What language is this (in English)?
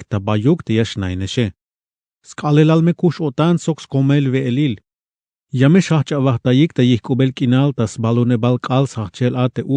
Tzeltal